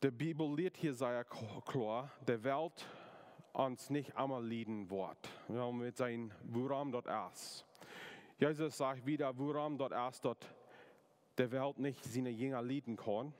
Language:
Plautdietsch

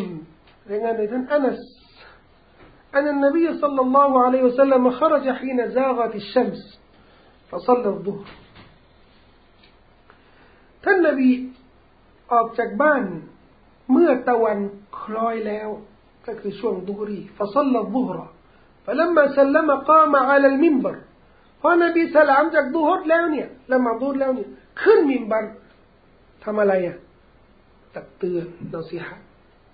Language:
Thai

